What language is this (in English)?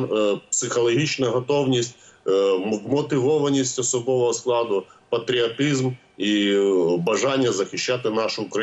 Ukrainian